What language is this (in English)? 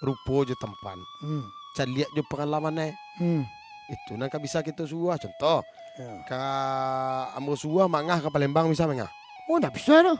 Minangkabau